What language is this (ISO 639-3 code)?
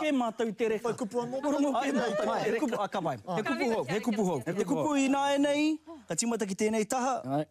mri